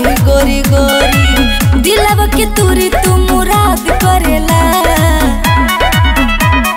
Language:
Bhojpuri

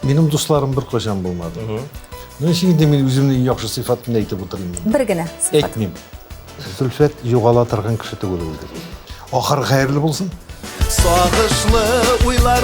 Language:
Tatar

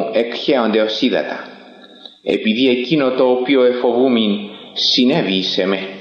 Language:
Greek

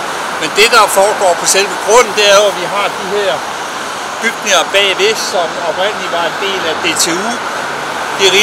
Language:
Danish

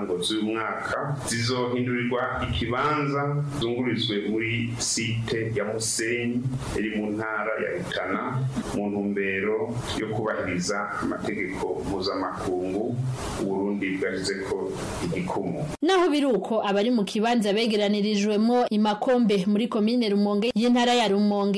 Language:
Rundi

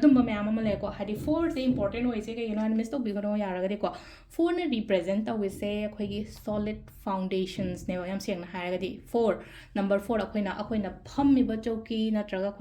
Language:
Manipuri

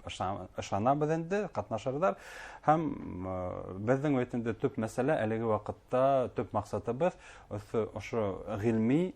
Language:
Bashkir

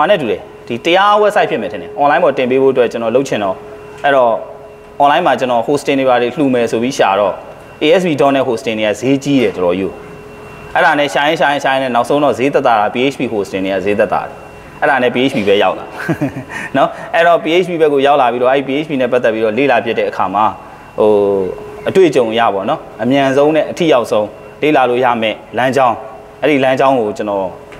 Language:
Burmese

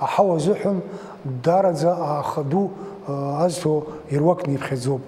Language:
Abkhazian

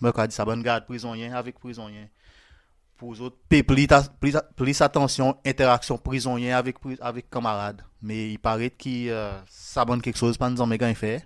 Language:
Seselwa Creole French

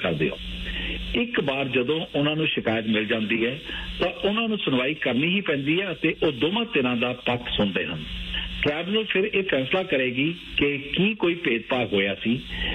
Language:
Punjabi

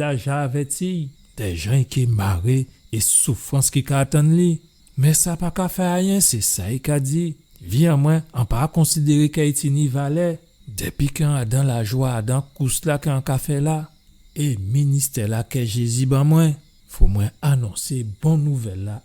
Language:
Guadeloupean Creole French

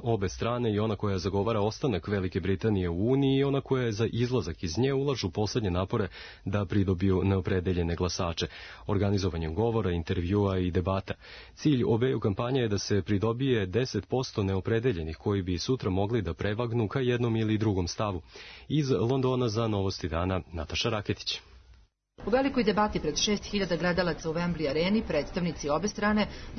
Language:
Serbian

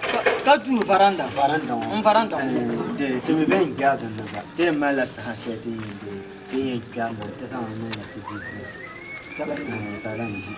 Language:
Dagbani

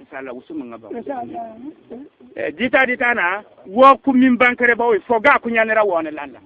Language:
Bissa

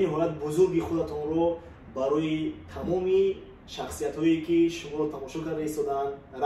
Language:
Tajik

